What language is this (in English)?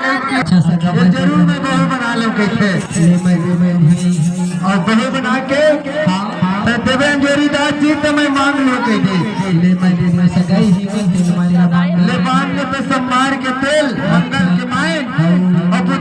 Chhattisgarhi